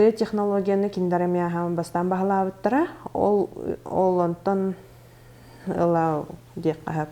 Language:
Yakut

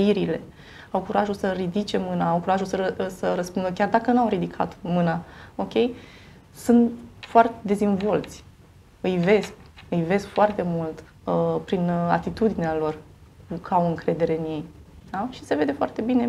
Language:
Romanian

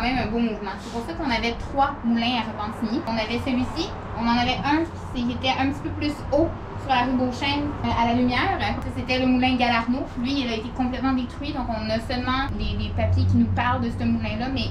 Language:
French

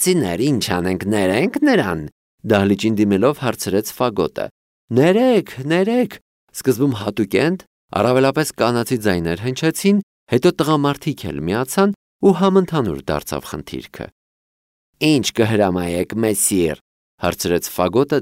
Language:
Armenian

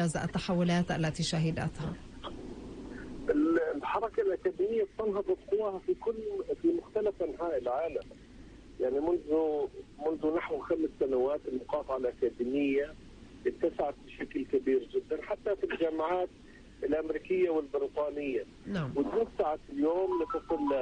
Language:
Arabic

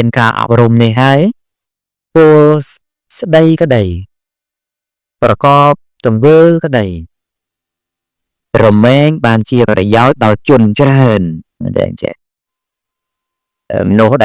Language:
Khmer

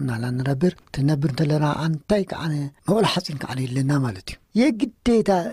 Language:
Tigrinya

